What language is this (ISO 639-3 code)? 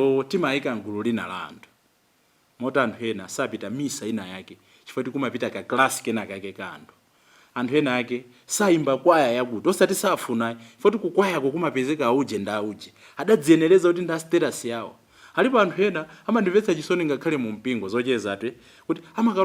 nya